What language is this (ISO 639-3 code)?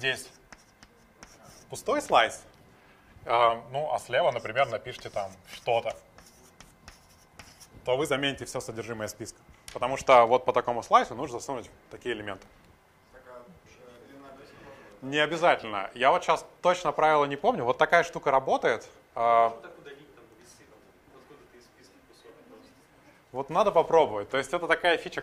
rus